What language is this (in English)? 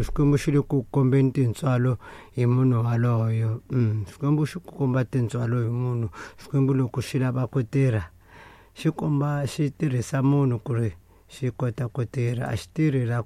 Tsonga